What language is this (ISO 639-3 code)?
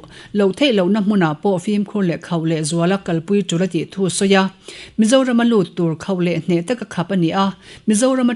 lus